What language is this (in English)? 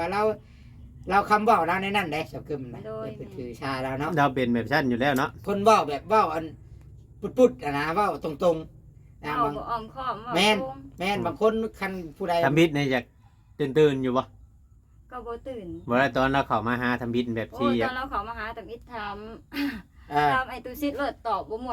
Northeastern Thai